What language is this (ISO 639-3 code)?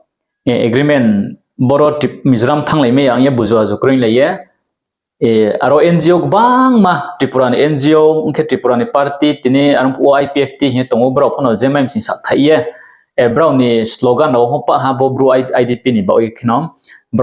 ria